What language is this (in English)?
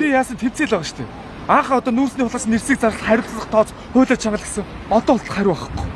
Mongolian